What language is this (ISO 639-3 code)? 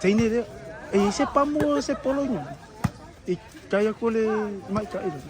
smo